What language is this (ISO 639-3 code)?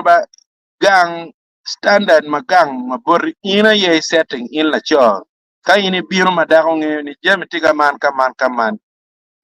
ach